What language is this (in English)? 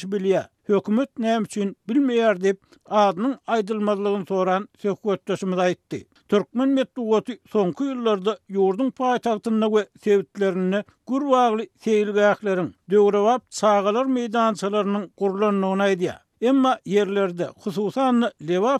Turkmen